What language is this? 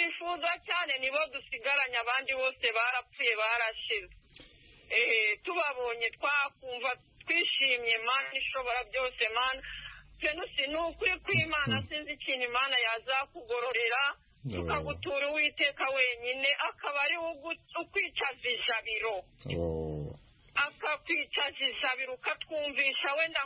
Kinyarwanda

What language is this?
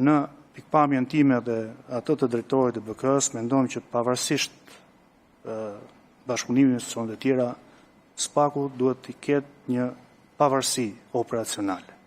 Albanian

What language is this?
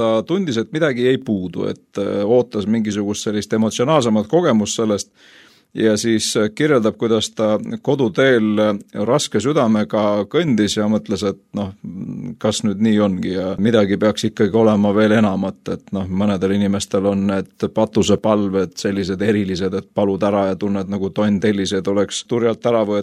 Estonian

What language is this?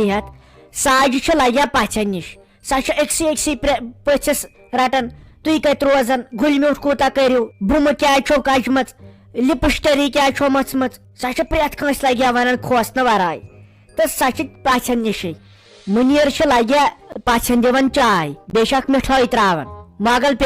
Kashmiri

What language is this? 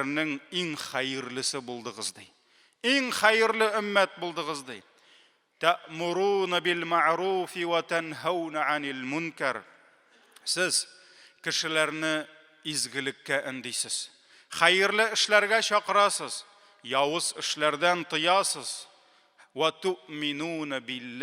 Tatar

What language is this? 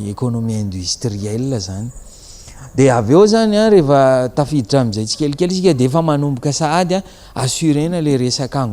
Malagasy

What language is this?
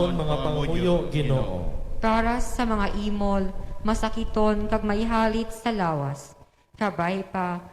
Hiligaynon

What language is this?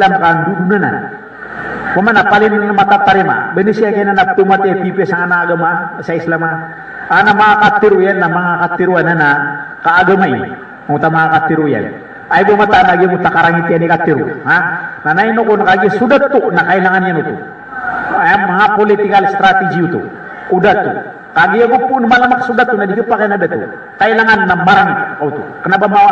Maranao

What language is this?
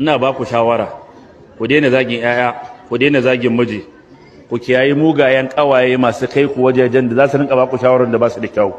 Hausa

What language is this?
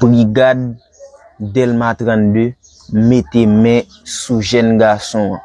Haitian Creole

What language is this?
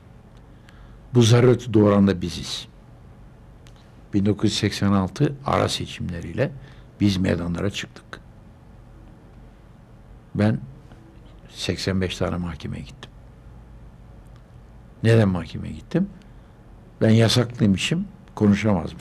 Turkish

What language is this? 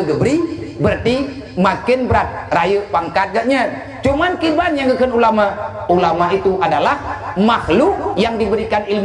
Achinese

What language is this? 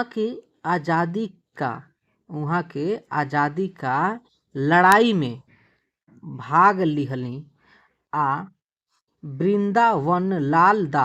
Bhojpuri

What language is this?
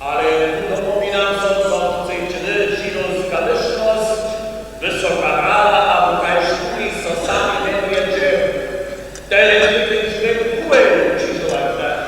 Upper Sorbian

